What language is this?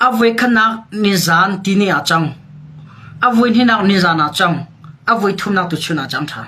Hakha Chin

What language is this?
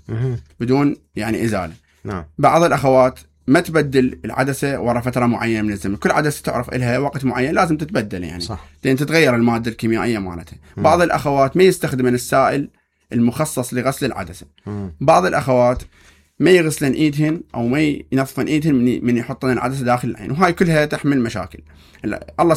Mesopotamian Arabic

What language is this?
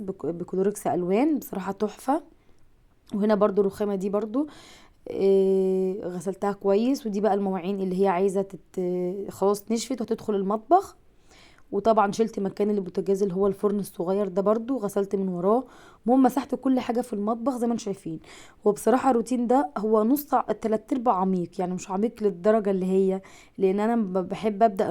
Egyptian Arabic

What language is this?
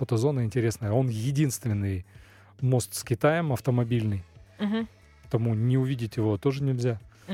Russian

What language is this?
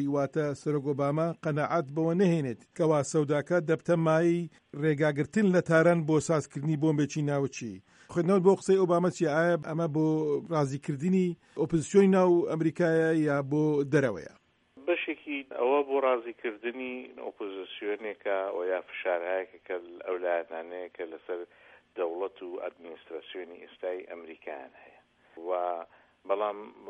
Central Kurdish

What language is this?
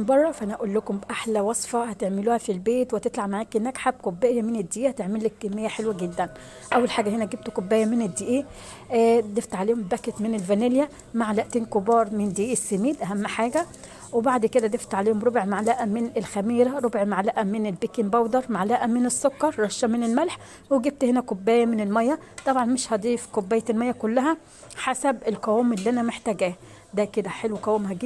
Egyptian Arabic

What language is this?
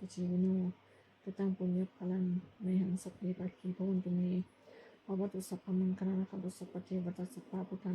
Pali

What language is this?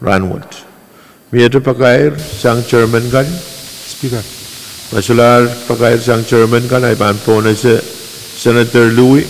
Pohnpeian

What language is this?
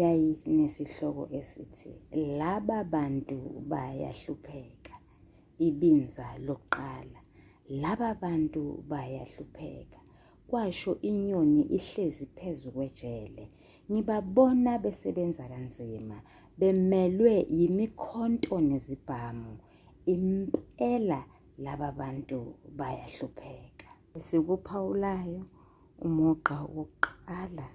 Zulu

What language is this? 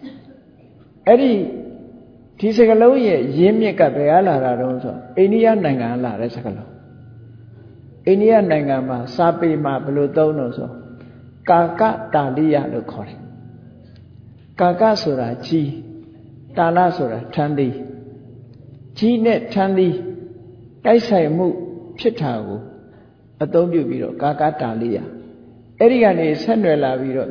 Burmese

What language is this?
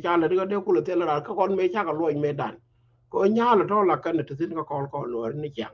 Nuer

